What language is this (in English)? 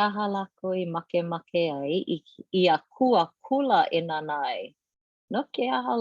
Hawaiian